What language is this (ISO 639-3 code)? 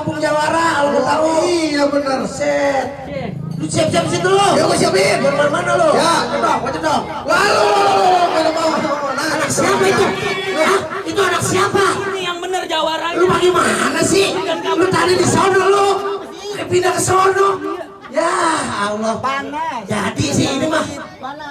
bew